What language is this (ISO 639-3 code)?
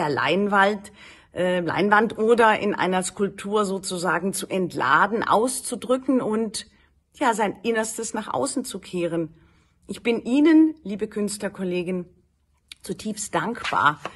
deu